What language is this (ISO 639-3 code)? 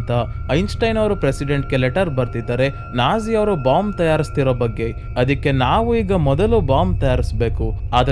kan